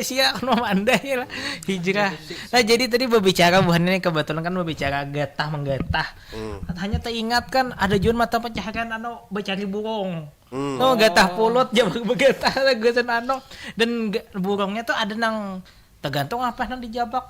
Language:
Banjar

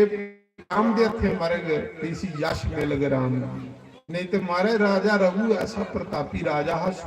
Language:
Dogri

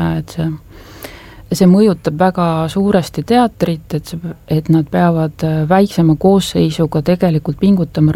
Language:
Estonian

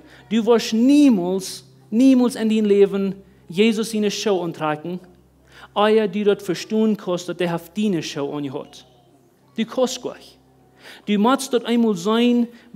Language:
Plautdietsch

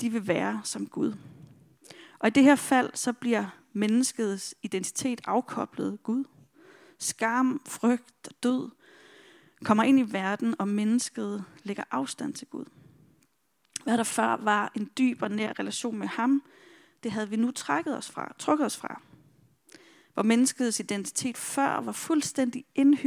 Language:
Danish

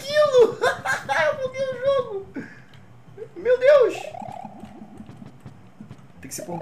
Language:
Portuguese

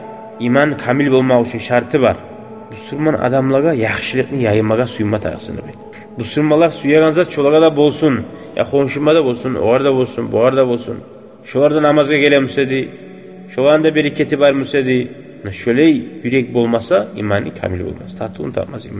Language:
Kumyk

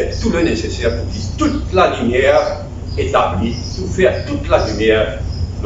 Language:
Morisyen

